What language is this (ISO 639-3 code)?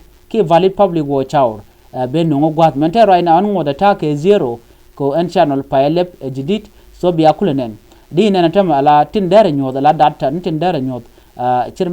nus